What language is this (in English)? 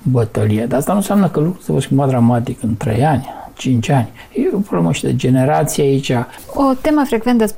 Romanian